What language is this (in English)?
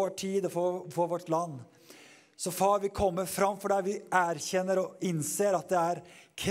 Norwegian